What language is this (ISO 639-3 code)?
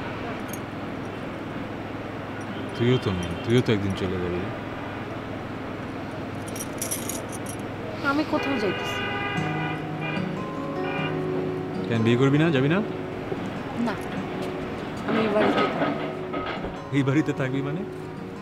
ben